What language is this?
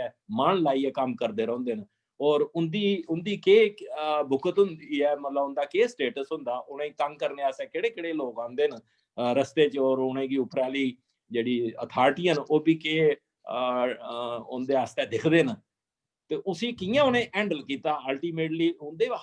Dogri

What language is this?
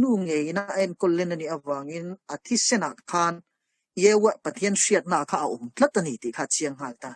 Mizo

